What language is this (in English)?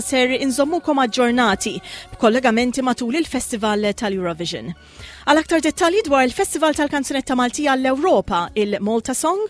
Maltese